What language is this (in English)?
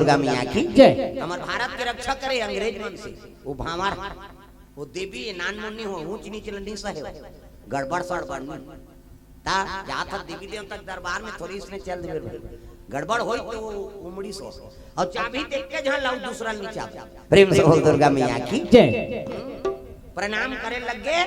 Chhattisgarhi